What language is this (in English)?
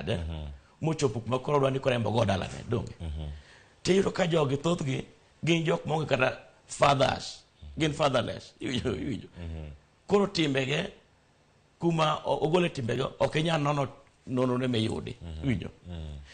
Luo (Kenya and Tanzania)